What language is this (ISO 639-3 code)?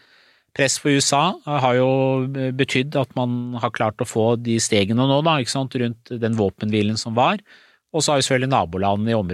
nor